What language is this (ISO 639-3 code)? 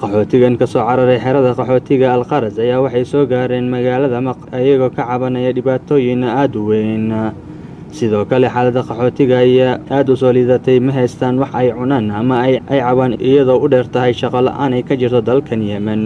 som